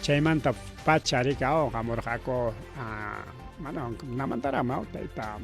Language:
Ayacucho Quechua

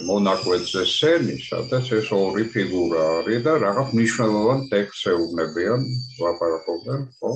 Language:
Georgian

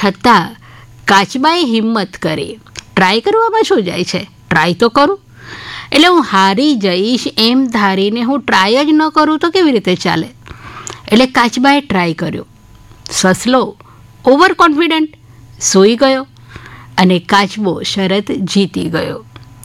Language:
Gujarati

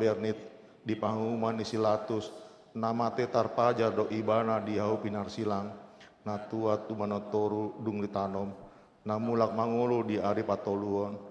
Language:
Batak Toba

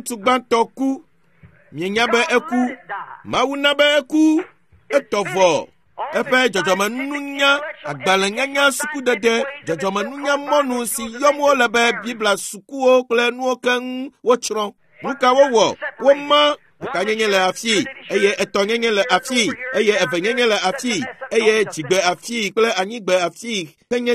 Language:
Ewe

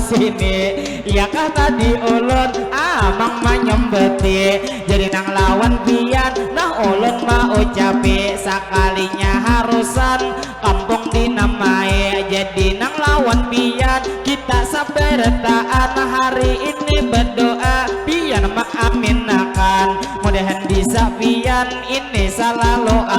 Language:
Banjar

